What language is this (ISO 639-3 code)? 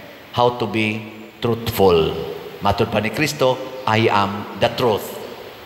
ceb